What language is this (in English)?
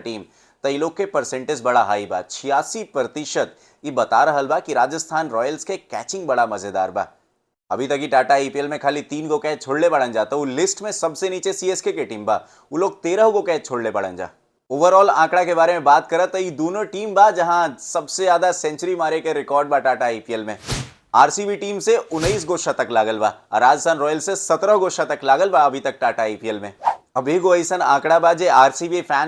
Bhojpuri